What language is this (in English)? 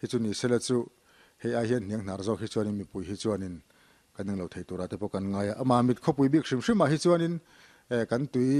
Mizo